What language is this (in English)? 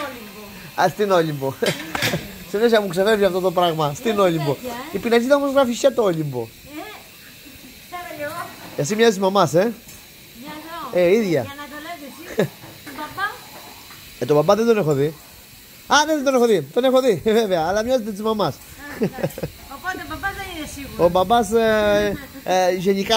Greek